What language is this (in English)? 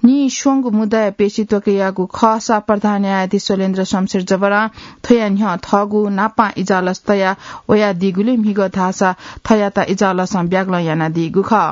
Newari